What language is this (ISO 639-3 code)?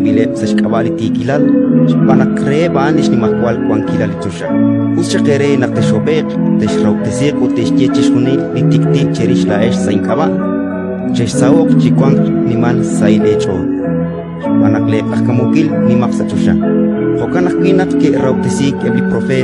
kek